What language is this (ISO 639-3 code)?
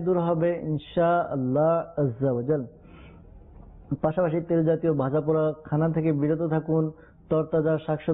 ben